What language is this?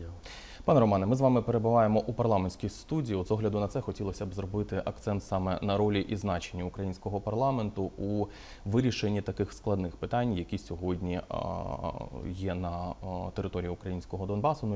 Ukrainian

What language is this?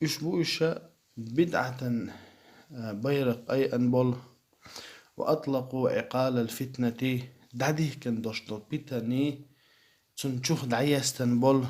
Chechen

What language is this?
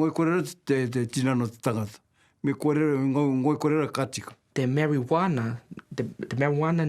Māori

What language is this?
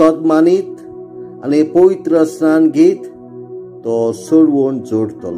Konkani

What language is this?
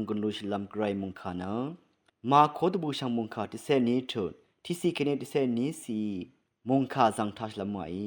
Rawang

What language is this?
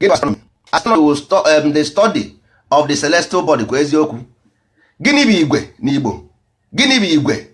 Igbo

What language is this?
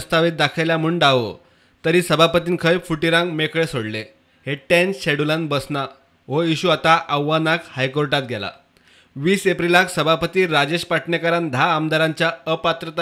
Konkani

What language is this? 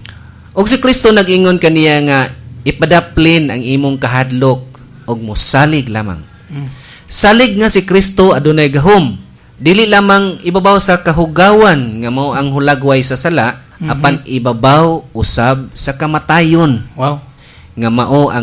Cebuano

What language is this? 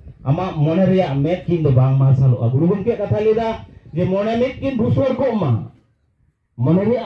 Santali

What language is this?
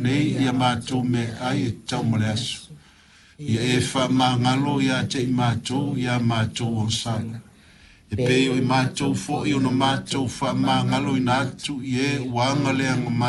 Samoan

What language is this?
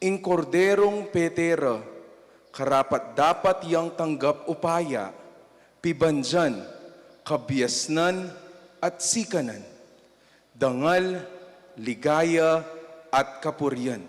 Pampanga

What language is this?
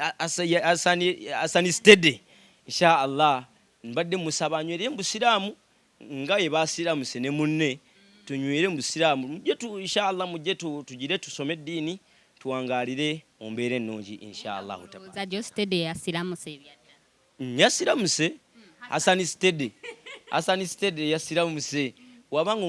Ganda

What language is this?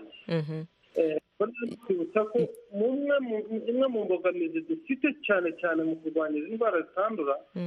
Kinyarwanda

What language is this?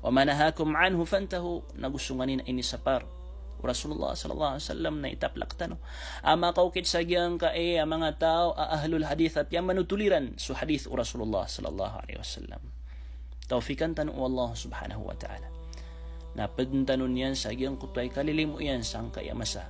Maranao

